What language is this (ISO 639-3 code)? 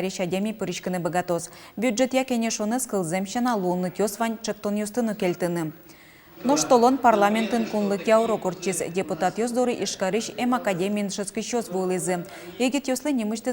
udm